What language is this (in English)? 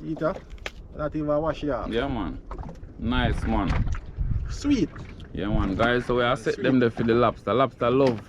Jamaican Creole English